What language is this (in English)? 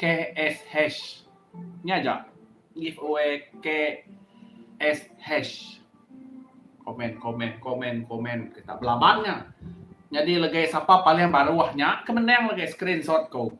Iban